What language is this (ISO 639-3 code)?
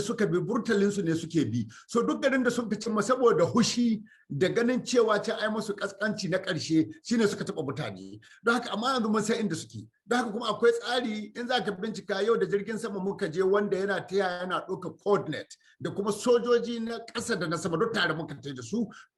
hau